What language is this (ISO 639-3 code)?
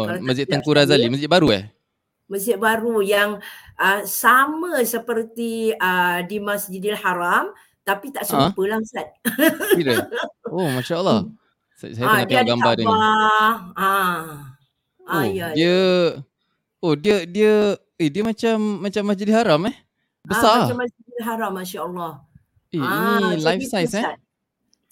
msa